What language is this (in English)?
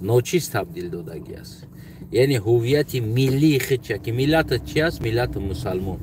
Tajik